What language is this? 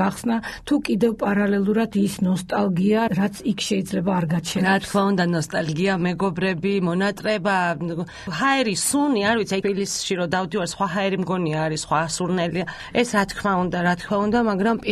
Georgian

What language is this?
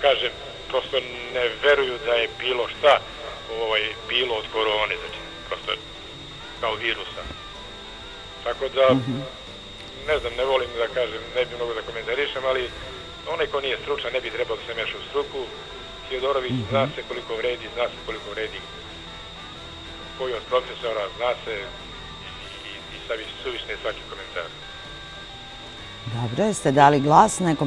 Serbian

